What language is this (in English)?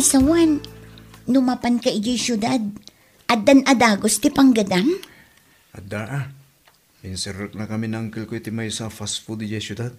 Iloko